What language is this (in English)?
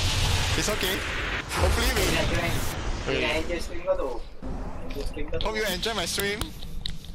Malay